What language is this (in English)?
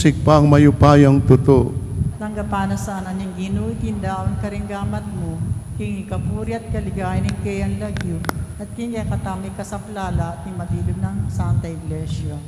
Pampanga